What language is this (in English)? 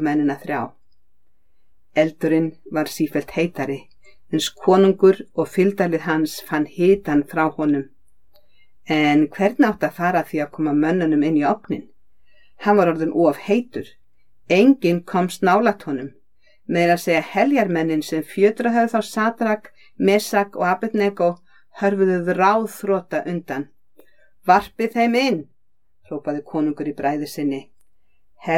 Icelandic